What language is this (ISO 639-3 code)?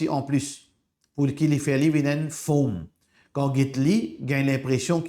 mfe